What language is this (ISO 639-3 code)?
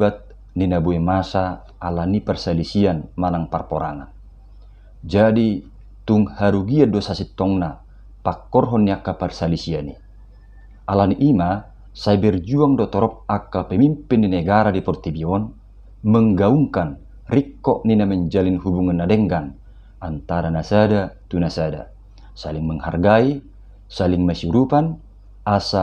bbc